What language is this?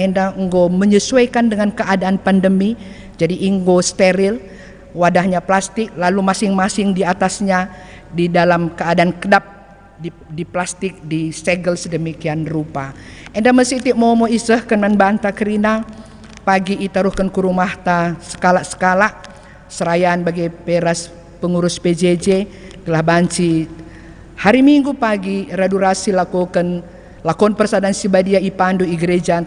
Batak Karo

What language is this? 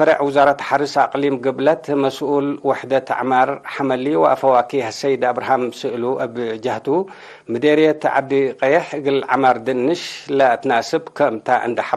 Tigre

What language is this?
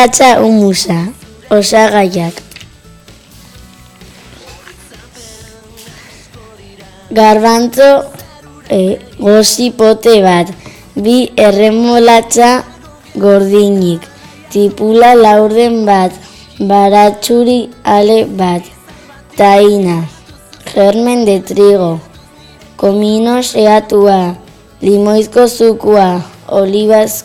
Basque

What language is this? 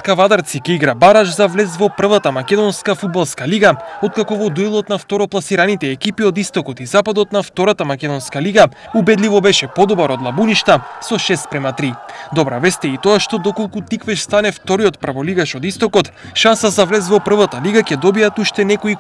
Macedonian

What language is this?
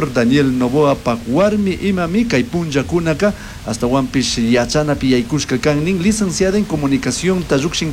Chimborazo Highland Quichua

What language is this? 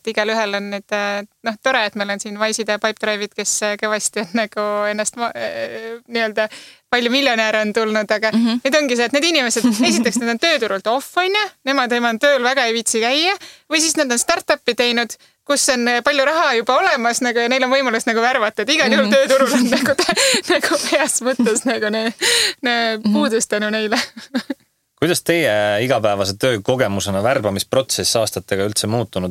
Estonian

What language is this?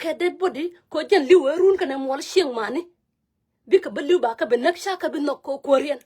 Nuer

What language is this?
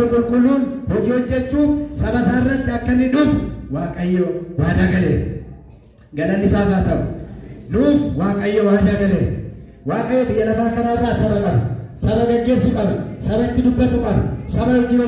Oromo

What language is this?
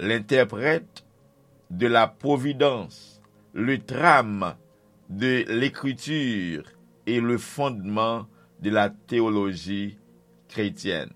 Haitian Creole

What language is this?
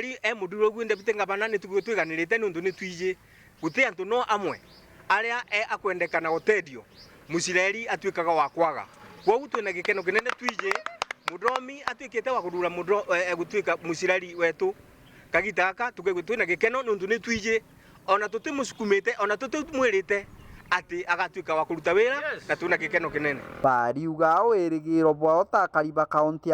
Meru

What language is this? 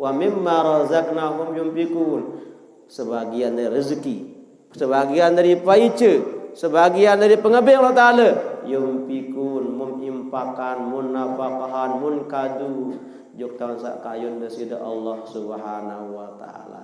Sasak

